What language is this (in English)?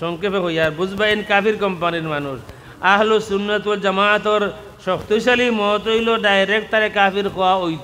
Sylheti